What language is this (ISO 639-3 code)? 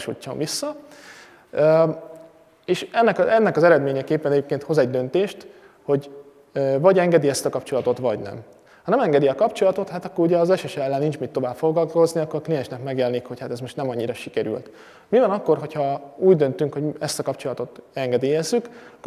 hun